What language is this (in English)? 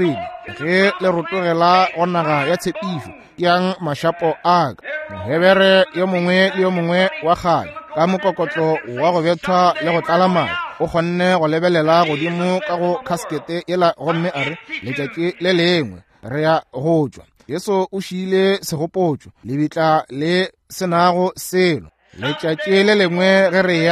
Northern Sotho